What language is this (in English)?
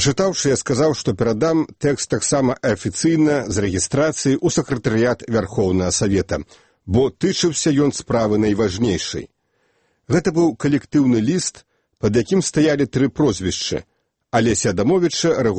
Belarusian